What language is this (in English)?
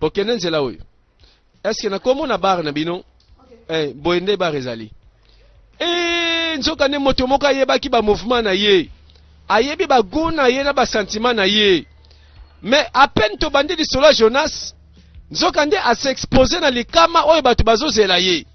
Lingala